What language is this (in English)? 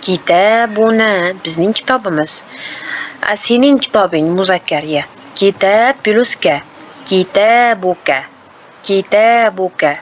Uzbek